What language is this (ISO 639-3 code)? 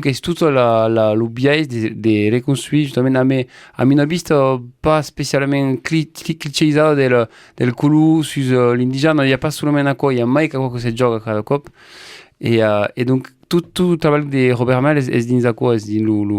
oci